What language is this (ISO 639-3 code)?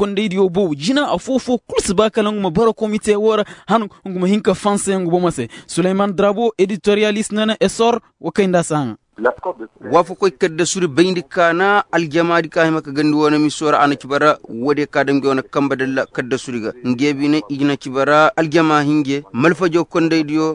ses